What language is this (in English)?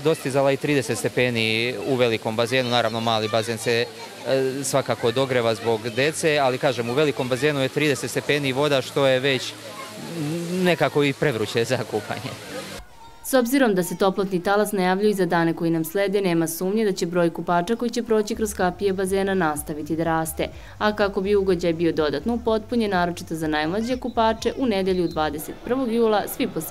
Serbian